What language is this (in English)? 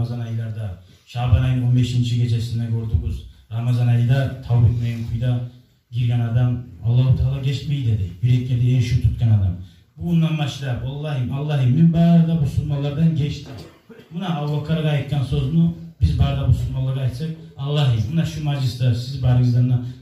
Kumyk